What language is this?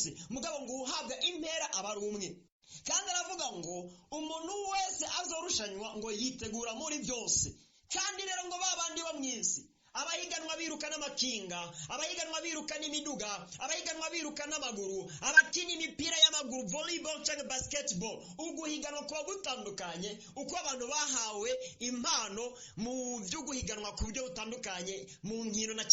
Rundi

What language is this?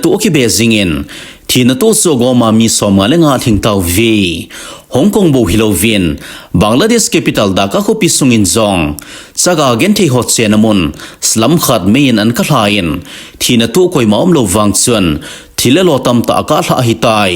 Thado Chin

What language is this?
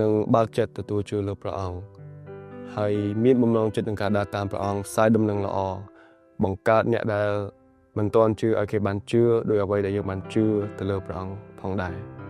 Khmer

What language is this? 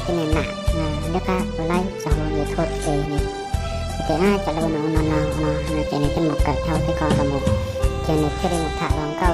Hmong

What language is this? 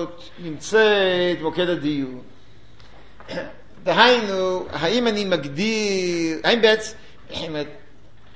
Hebrew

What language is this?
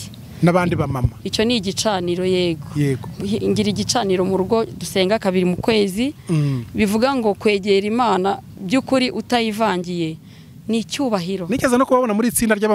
Kinyarwanda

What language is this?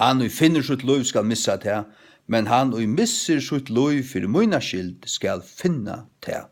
Faroese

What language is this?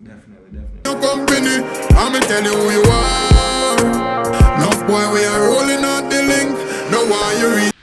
Jamaican Creole English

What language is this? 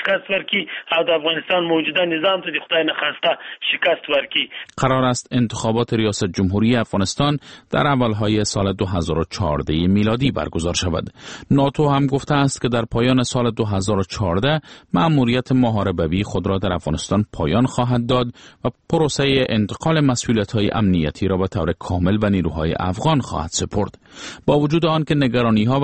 Persian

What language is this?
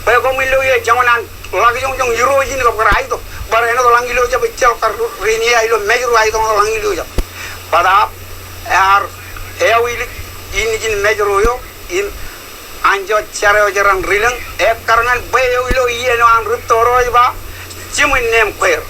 Marshallese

